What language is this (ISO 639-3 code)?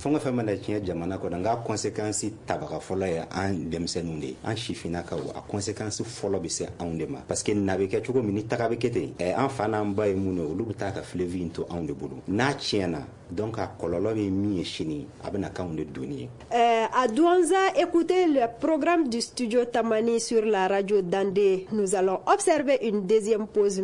bam